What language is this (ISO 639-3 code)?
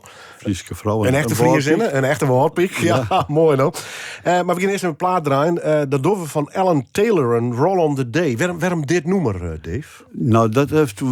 fry